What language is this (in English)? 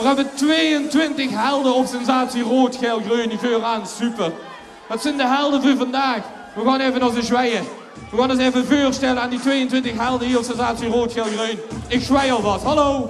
Limburgish